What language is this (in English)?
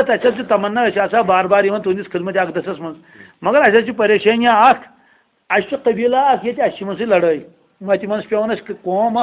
Kashmiri